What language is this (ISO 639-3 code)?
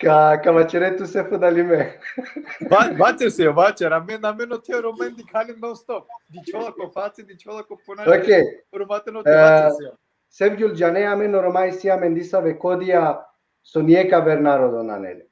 rmn